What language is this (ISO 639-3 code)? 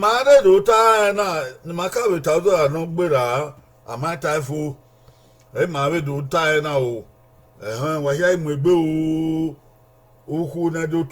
bin